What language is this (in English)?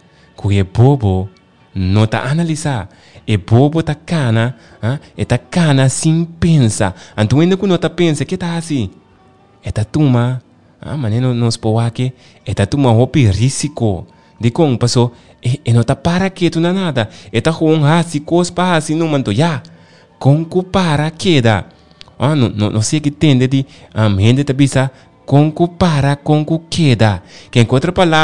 Papiamento